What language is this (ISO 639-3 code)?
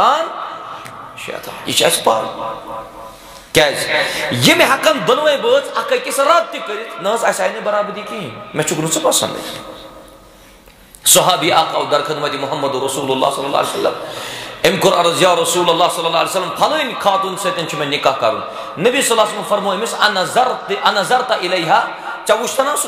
kas